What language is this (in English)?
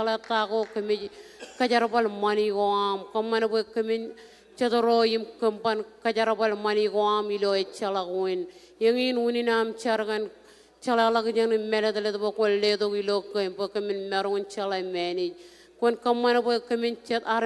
Marshallese